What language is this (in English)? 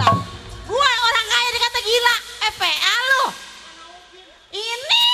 Betawi